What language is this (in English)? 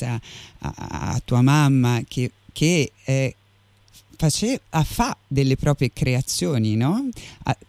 Italian